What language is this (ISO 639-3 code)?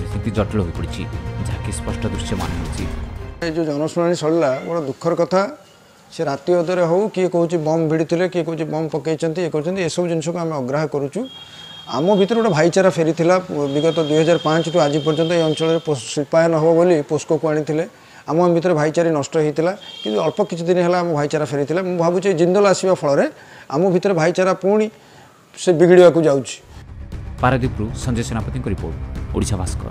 ori